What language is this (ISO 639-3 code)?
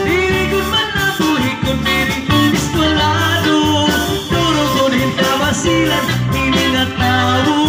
war